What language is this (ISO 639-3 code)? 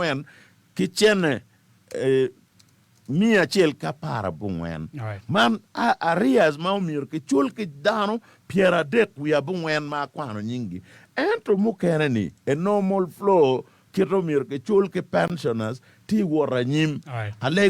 ach